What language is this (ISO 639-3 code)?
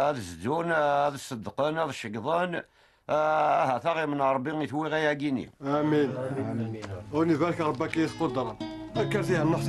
kab